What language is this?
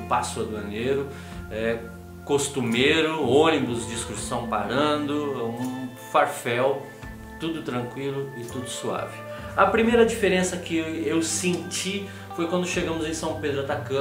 Portuguese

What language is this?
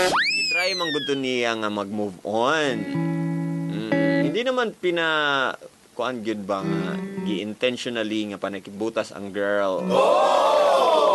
Cebuano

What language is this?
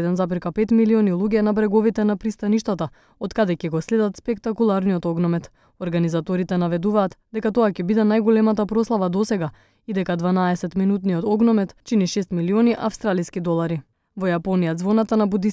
Macedonian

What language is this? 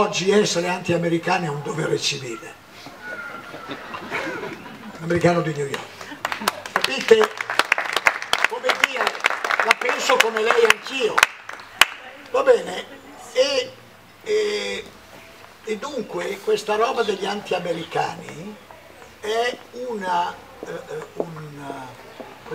Italian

